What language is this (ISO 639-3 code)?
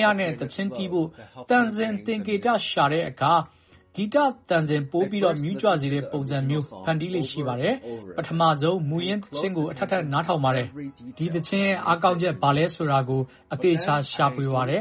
mya